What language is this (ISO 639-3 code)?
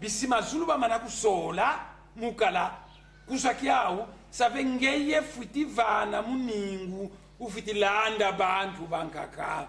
kon